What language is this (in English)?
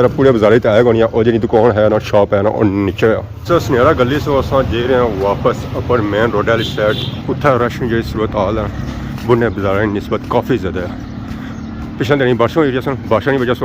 Pahari-Potwari